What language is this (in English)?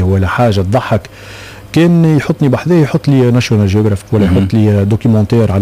Tunisian Arabic